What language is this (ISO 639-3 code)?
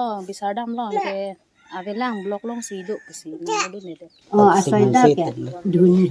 mjw